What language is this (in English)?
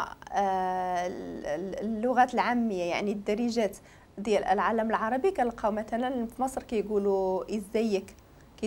Moroccan Arabic